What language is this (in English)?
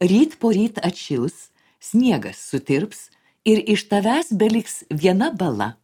Lithuanian